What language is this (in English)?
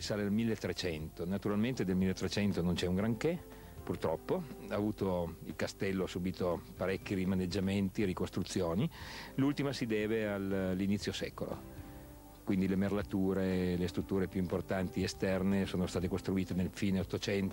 Italian